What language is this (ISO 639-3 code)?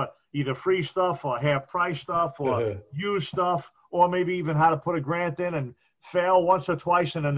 eng